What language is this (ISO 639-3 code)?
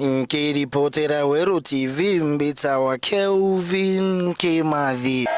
mer